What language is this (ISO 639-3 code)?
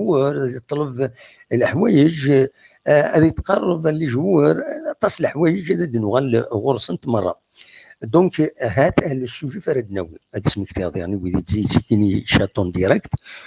kab